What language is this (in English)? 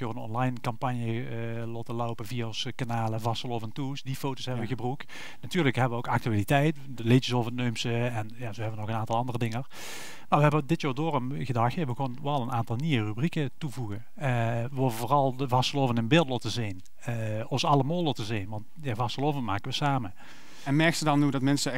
Limburgish